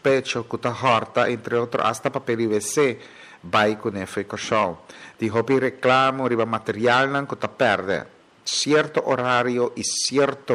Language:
Papiamento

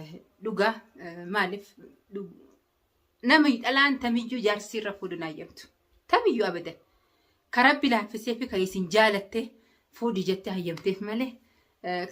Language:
Oromo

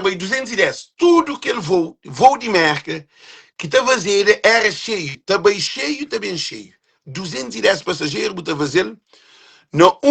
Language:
Kabuverdianu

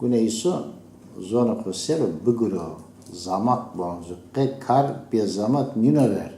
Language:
Zaza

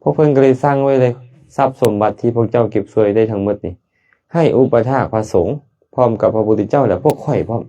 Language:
Lao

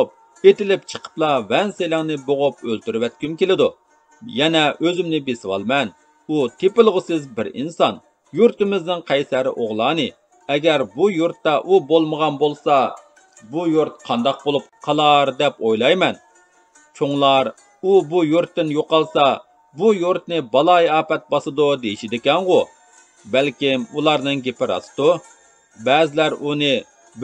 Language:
Uyghur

